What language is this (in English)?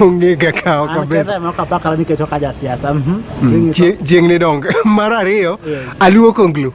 Luo (Kenya and Tanzania)